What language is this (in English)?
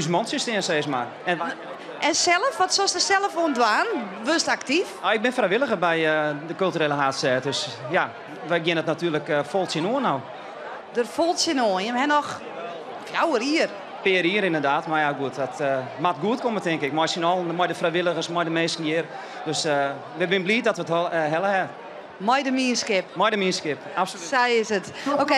Western Frisian